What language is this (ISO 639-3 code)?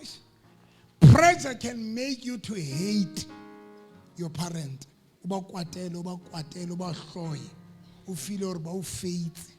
sot